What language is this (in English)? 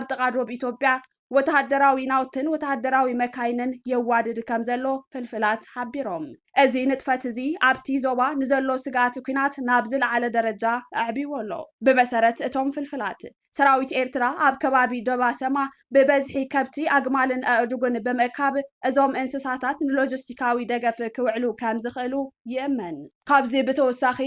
Tigrinya